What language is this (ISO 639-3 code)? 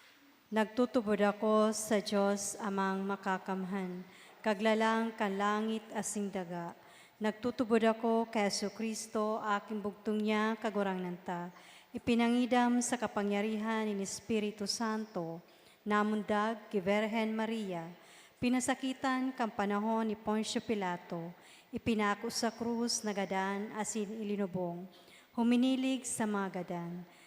bik